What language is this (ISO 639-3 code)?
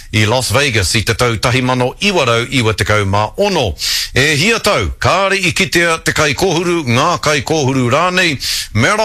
mri